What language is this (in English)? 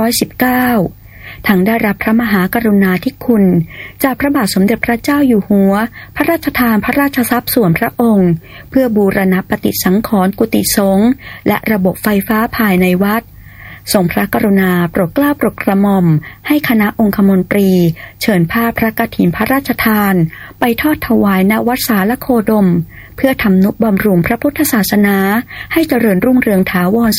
Thai